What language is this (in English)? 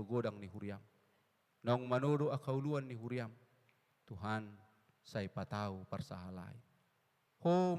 Batak Toba